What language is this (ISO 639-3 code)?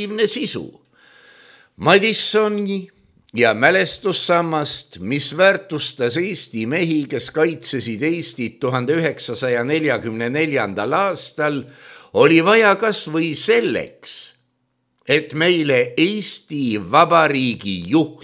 est